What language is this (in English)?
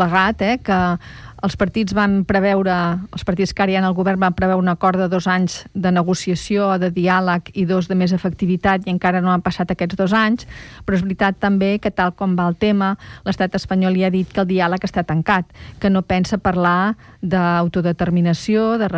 Catalan